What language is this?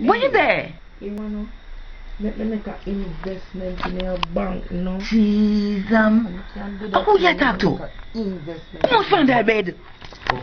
Jamaican Creole English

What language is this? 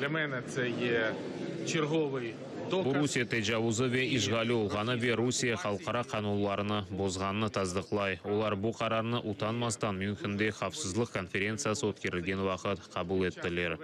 Crimean Tatar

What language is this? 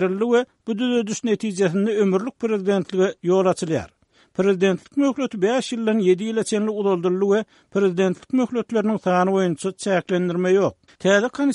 Turkmen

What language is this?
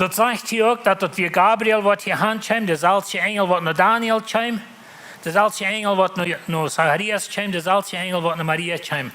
Plautdietsch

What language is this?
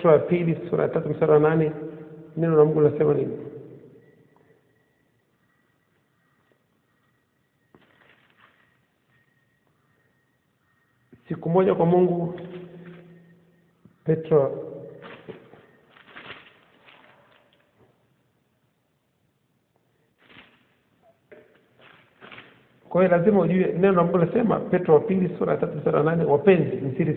Swahili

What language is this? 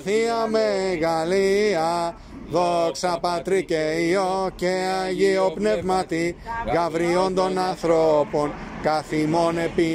Greek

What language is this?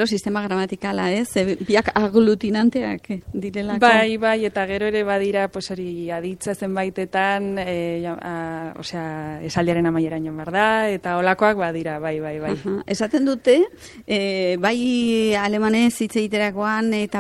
Basque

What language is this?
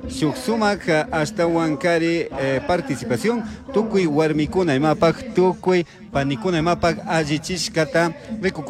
Chimborazo Highland Quichua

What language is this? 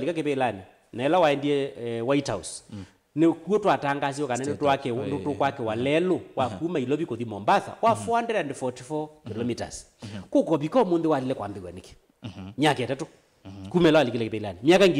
Kamba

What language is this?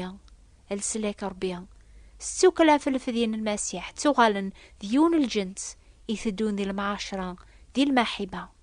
Kabyle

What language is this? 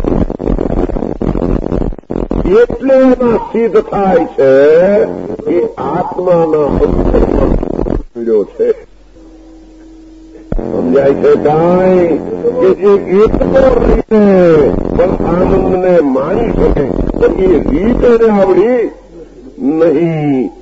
Gujarati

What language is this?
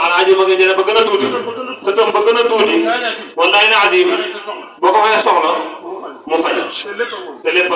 Wolof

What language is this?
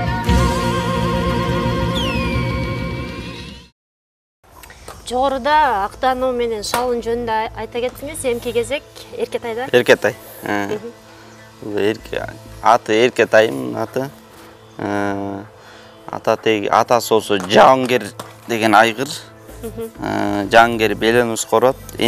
Kyrgyz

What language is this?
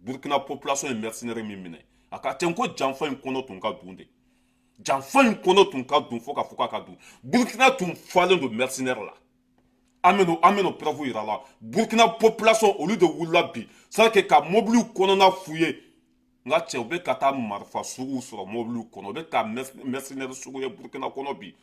Bambara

